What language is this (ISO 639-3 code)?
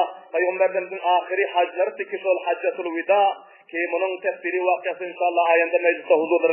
tuk